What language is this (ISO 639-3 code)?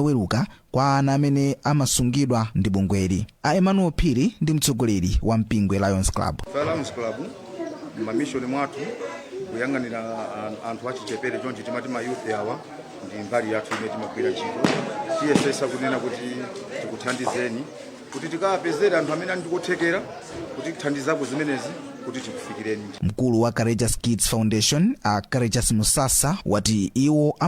nya